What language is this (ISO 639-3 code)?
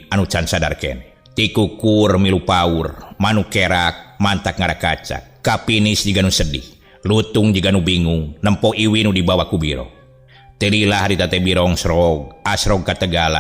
sun